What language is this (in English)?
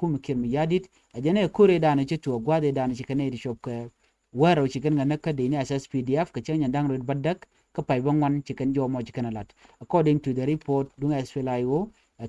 Nuer